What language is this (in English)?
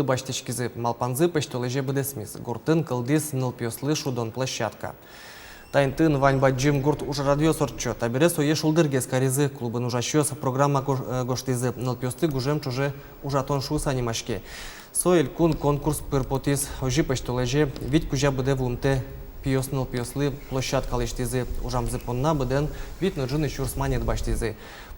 Udmurt